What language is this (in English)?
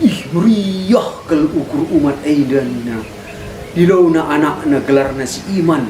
Batak Karo